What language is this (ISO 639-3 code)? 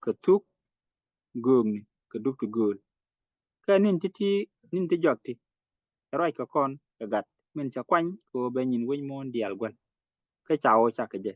nus